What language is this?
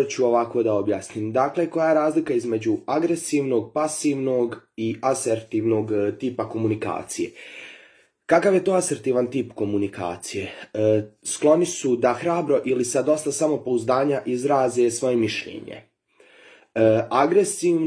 Bosnian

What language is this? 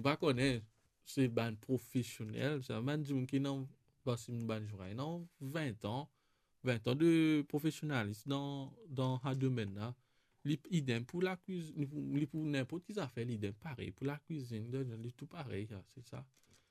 Morisyen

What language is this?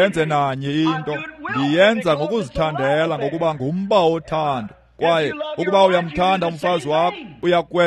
Xhosa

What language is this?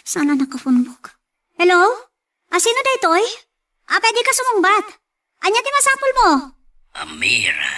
Iloko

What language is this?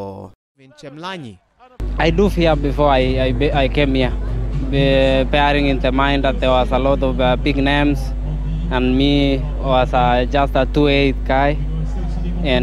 Swahili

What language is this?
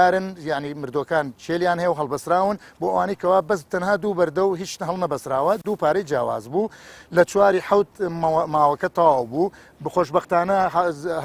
Central Kurdish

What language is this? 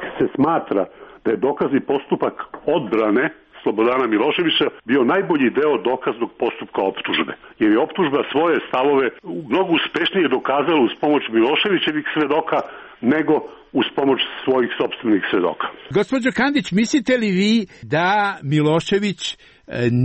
Serbian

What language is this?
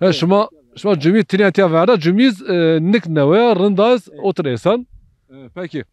Zaza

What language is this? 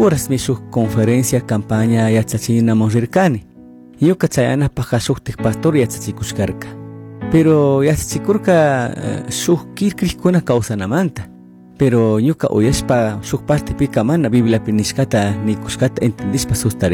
Chimborazo Highland Quichua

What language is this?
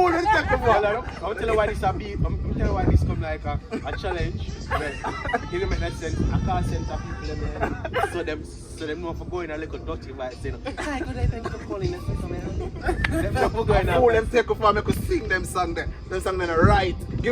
Jamaican Creole English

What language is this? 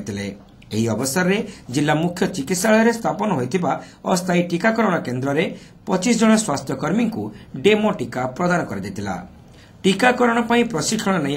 Odia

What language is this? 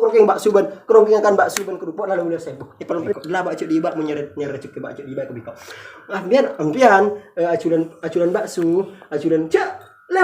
Madurese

